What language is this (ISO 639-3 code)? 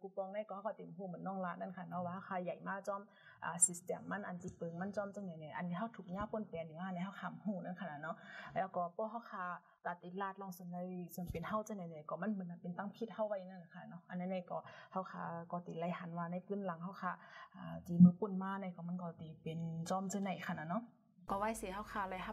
shn